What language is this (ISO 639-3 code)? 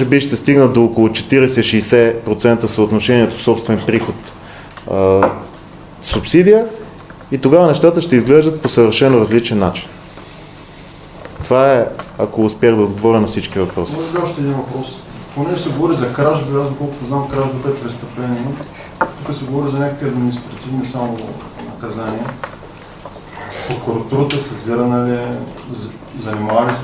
bul